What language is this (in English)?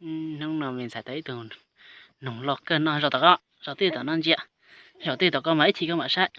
Hmong